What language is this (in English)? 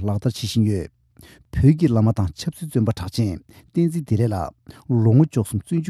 Tibetan